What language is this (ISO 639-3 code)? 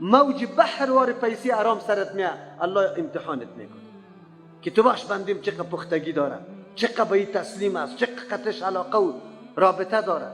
fas